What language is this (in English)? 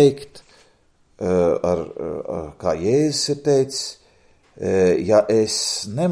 Latvian